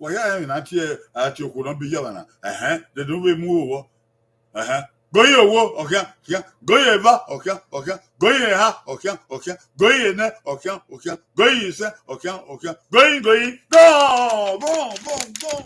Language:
Bini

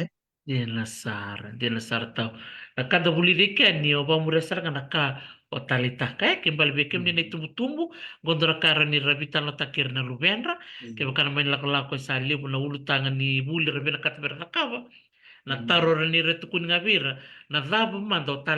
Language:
Fijian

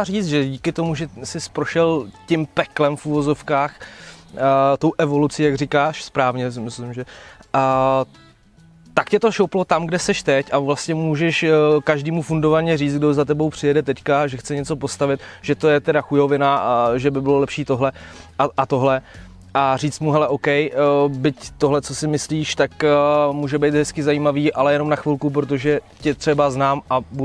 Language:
Czech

